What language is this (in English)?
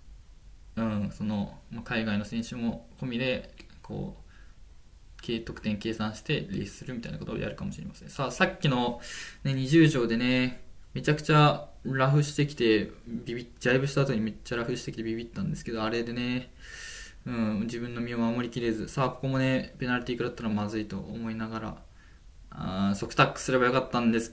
Japanese